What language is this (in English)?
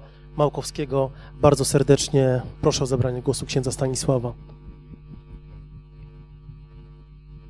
Polish